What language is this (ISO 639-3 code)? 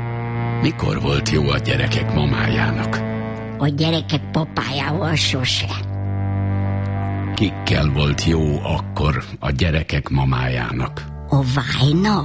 hun